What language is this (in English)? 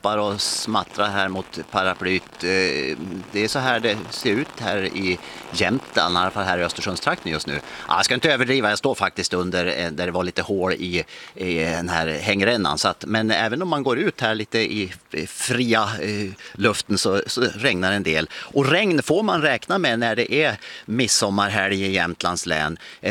Swedish